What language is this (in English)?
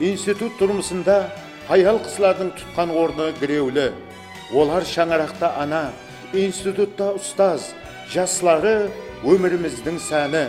Kara-Kalpak